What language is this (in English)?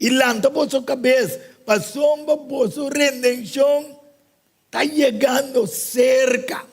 Papiamento